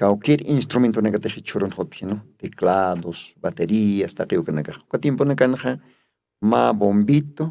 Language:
Aymara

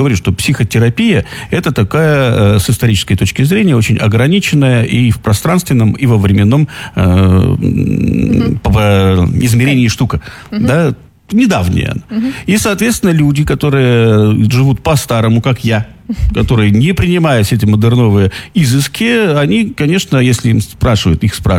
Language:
Russian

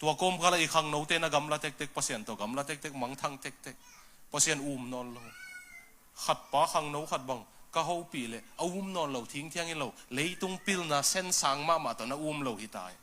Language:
Tedim Chin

